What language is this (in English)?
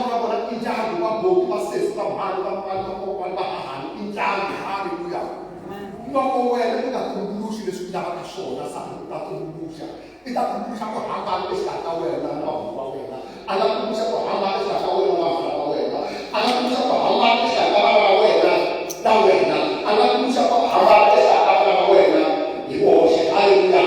Tsonga